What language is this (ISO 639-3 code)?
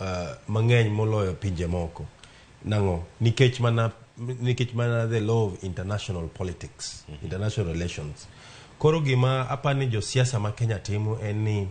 luo